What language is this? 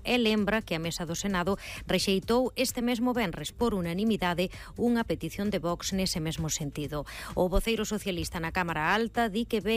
Galician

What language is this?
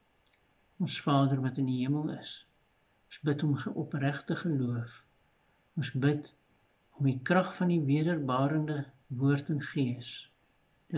Afrikaans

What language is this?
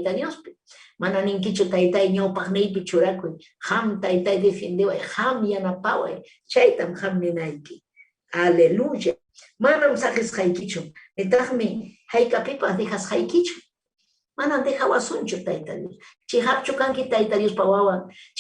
Ayacucho Quechua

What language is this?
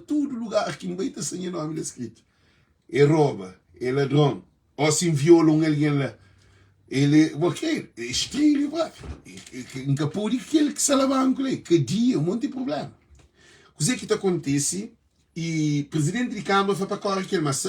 Kabuverdianu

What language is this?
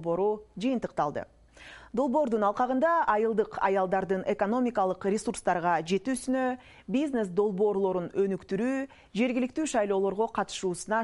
Kyrgyz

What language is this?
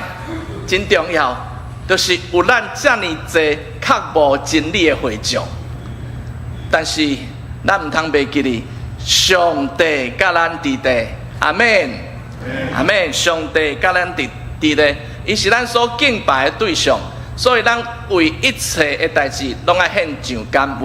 Min Nan Chinese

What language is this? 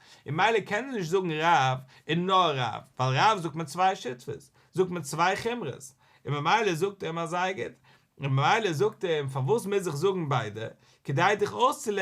Yiddish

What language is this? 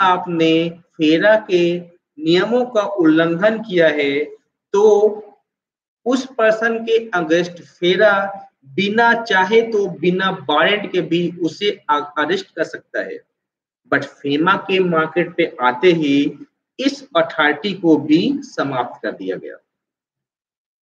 Hindi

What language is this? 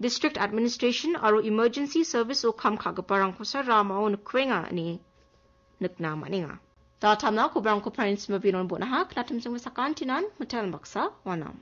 Garo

